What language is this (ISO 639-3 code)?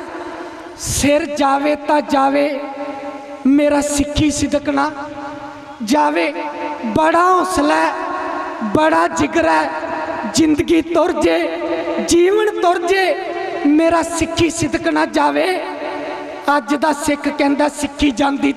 pan